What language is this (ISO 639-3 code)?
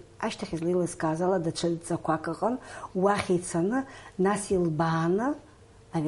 abk